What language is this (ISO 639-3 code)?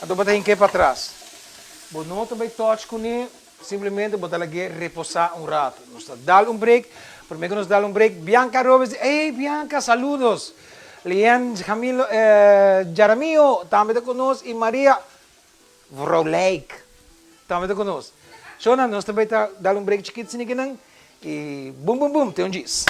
pap